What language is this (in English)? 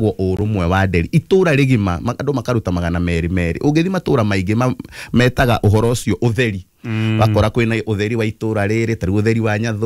Kikuyu